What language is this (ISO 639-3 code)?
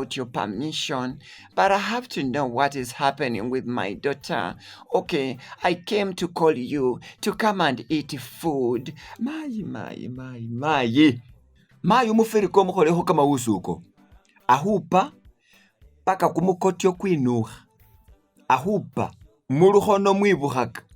myx